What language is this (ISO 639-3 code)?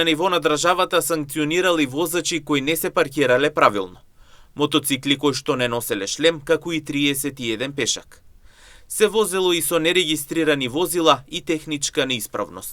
mkd